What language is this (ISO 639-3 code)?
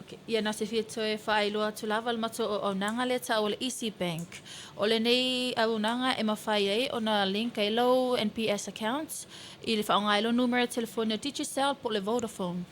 smo